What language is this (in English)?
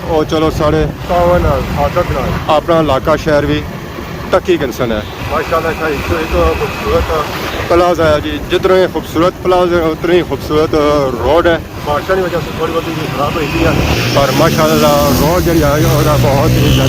Pahari-Potwari